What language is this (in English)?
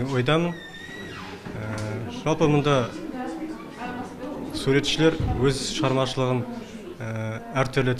Kazakh